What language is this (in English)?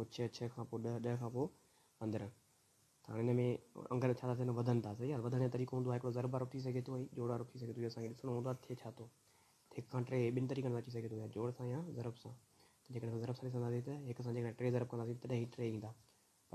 Sindhi